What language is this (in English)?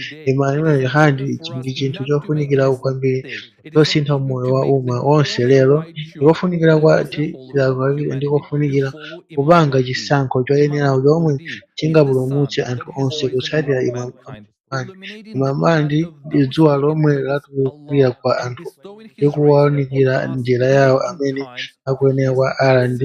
Nyanja